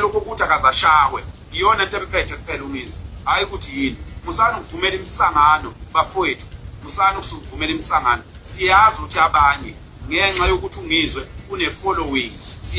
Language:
Zulu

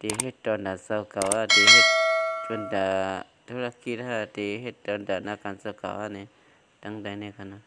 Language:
Shan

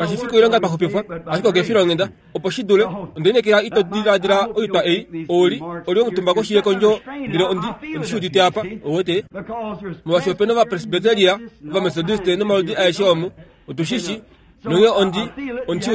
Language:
Kuanyama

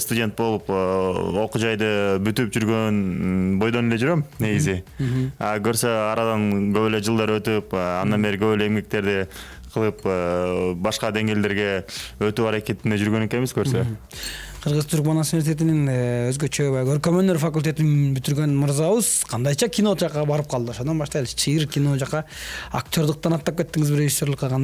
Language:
Kyrgyz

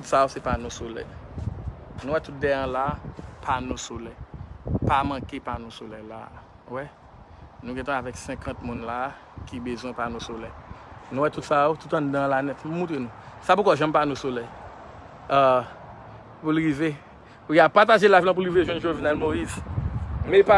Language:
Haitian Creole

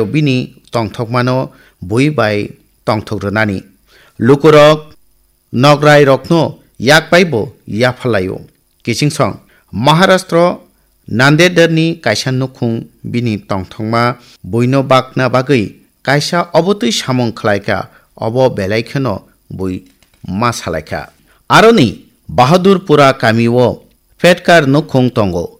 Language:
Kok Borok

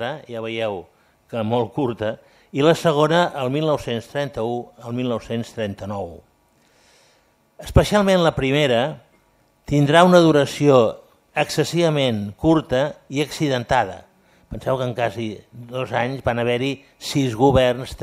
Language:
Catalan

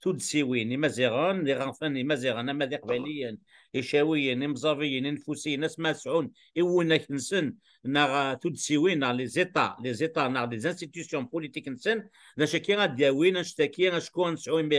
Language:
Kabyle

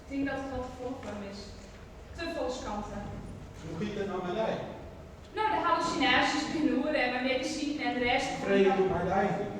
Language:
Western Frisian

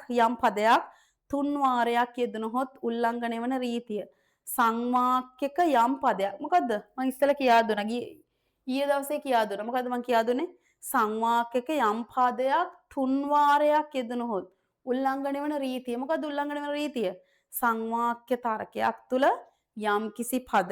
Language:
Sinhala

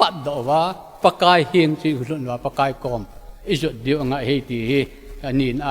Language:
Thado Chin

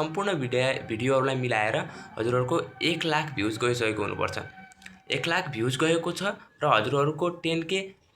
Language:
Nepali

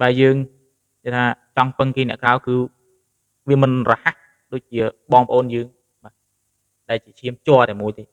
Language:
Khmer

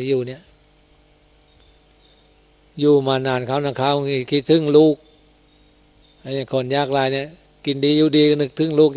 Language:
Thai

